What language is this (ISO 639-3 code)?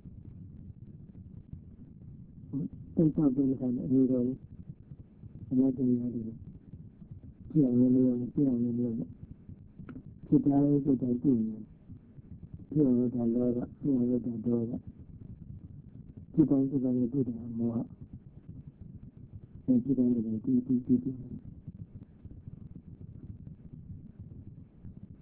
mya